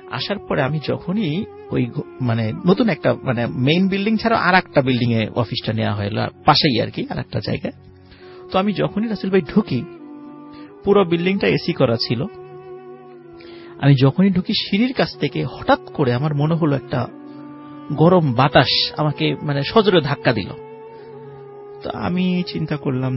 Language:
Bangla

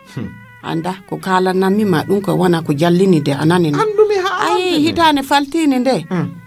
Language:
Nigerian Fulfulde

